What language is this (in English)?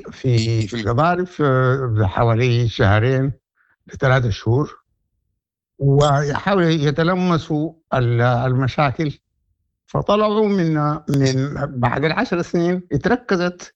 Sudanese Arabic